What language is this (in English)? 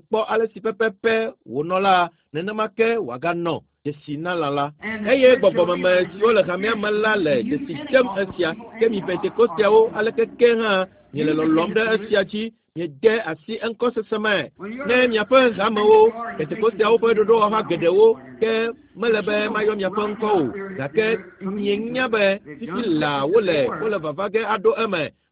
Ewe